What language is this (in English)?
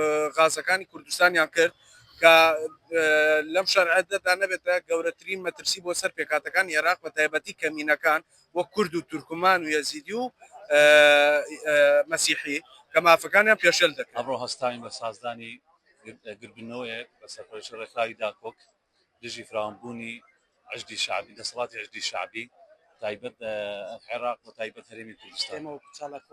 Central Kurdish